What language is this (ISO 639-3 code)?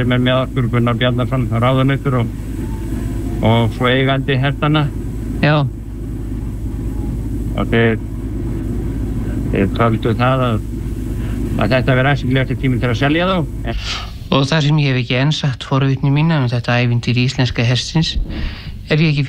isl